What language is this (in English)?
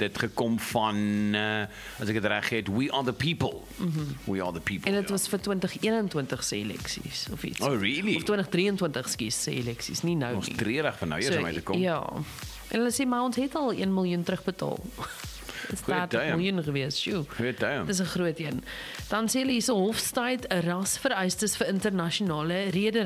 Afrikaans